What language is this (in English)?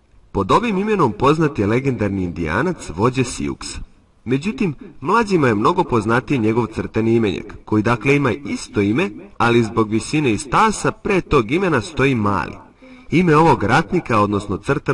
Serbian